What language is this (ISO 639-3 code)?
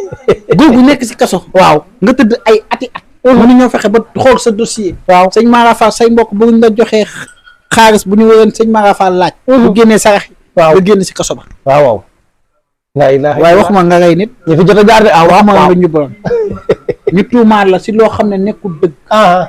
wol